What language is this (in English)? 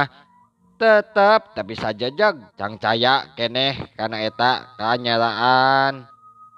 Sundanese